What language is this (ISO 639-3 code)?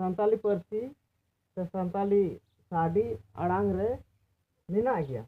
sat